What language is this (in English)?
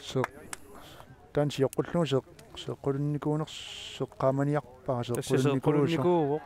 Kalaallisut